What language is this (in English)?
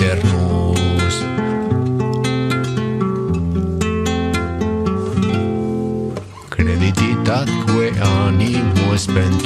Latin